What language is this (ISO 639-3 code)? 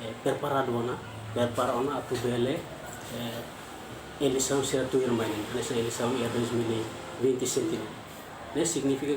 tet